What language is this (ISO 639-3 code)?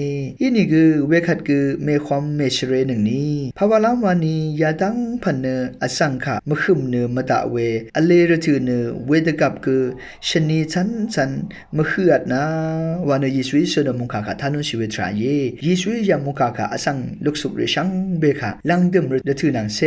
raw